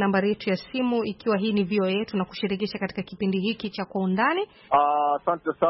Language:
Swahili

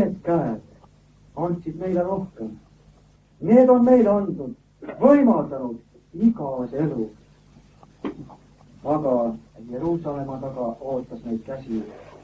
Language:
Estonian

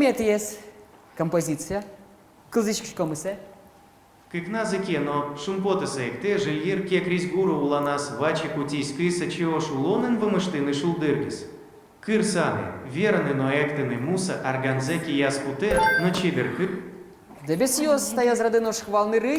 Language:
Udmurt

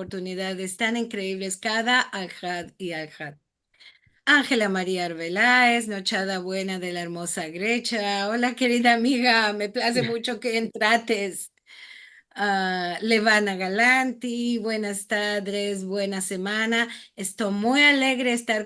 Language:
Ladino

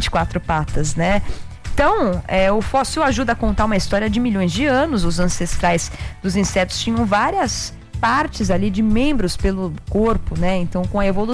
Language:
Portuguese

